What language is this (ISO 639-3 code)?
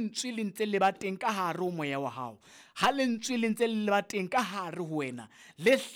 sot